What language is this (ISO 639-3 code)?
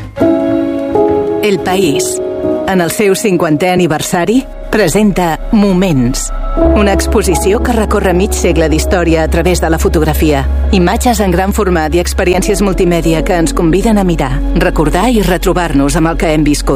cat